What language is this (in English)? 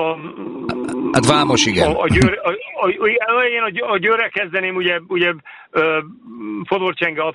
Hungarian